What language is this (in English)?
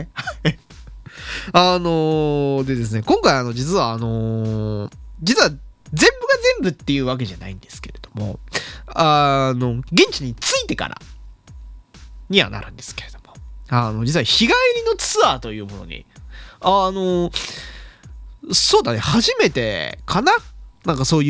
Japanese